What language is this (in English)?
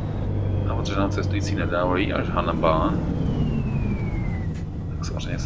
Czech